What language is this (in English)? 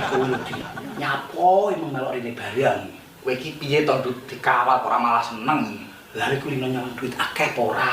Javanese